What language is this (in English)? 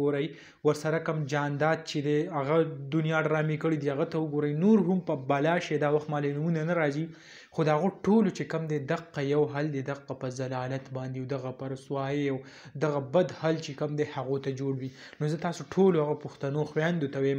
Pashto